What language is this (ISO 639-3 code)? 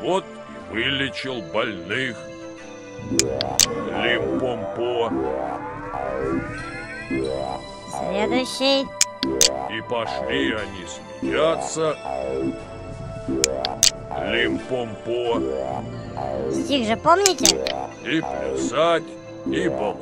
rus